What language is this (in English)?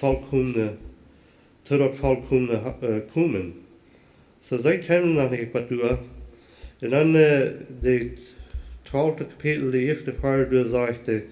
Plautdietsch